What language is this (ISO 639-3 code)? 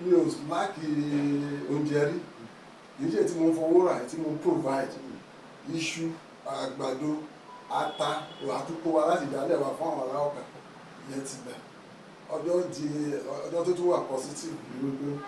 yor